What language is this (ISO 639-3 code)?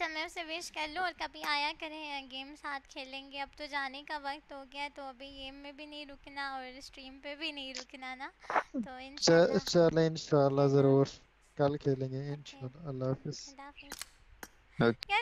hin